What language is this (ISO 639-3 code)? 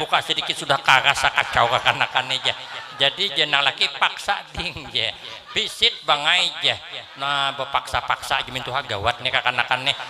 bjn